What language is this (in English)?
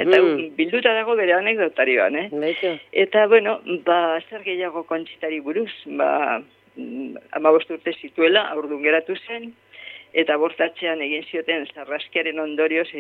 Basque